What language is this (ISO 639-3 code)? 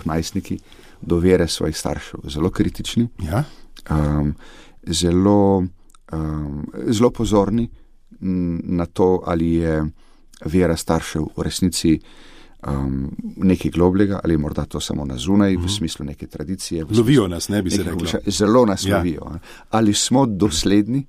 slv